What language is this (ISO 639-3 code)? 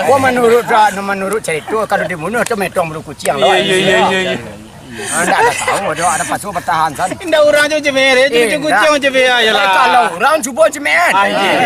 min